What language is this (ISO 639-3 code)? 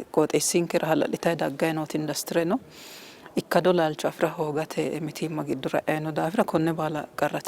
sid